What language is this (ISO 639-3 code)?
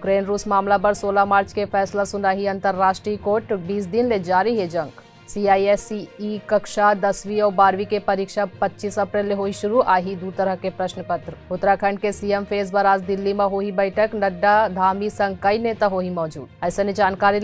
hne